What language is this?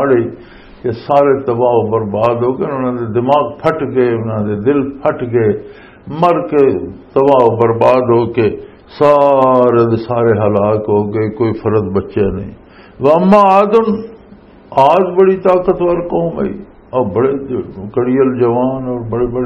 Western Panjabi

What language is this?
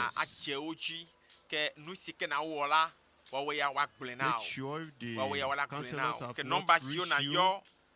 Ewe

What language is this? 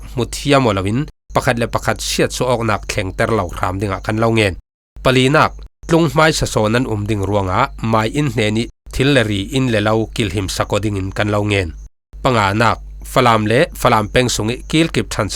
Falam Chin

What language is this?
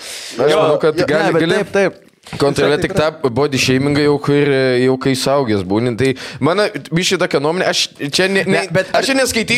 Lithuanian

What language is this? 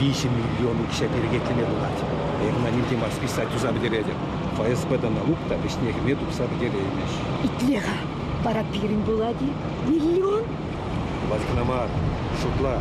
Chuvash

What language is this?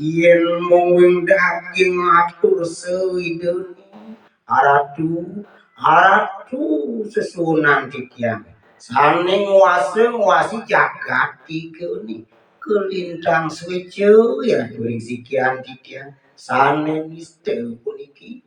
Balinese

